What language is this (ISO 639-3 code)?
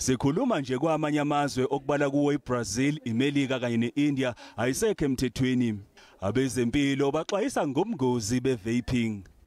zul